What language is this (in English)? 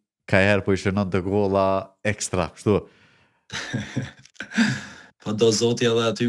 Albanian